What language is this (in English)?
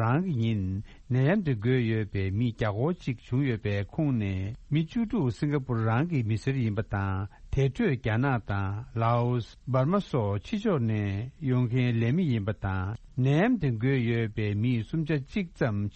Tibetan